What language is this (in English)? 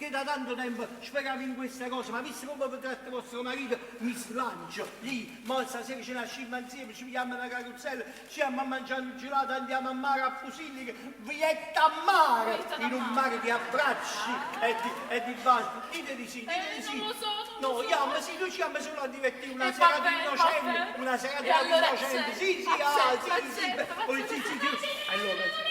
Neapolitan